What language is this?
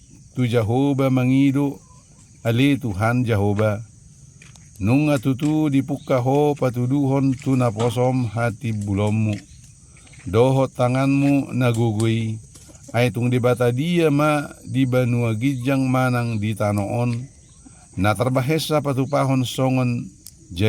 Batak Toba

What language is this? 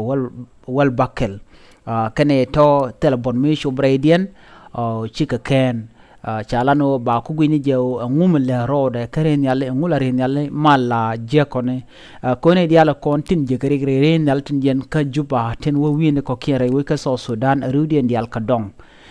Nuer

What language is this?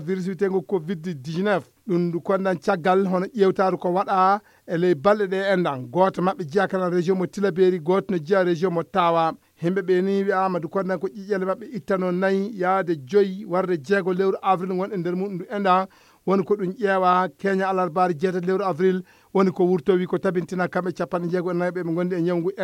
Fula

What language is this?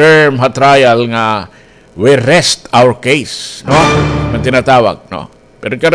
Waray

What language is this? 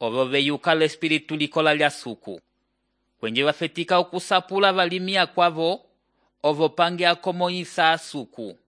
Umbundu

